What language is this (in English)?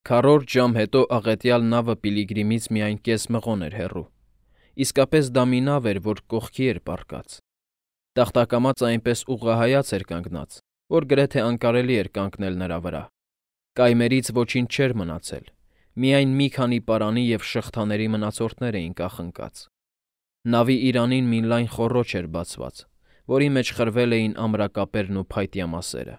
Armenian